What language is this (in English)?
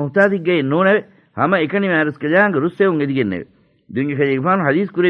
Divehi